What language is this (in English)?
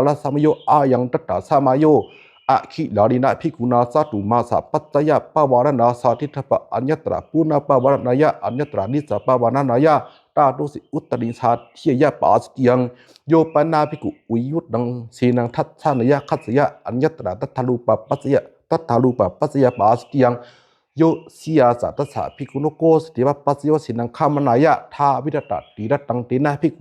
Pali